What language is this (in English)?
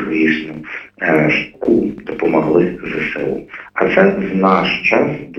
Ukrainian